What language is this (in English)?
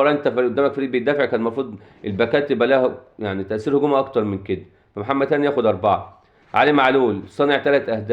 Egyptian Arabic